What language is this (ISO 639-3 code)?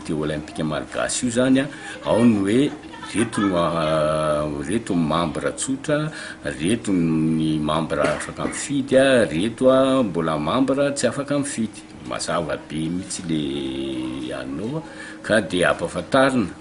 mlg